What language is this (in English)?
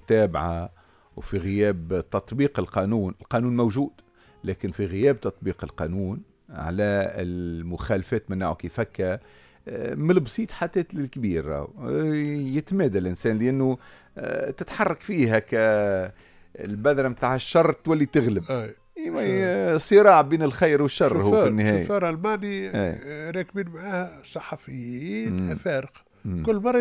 Tunisian Arabic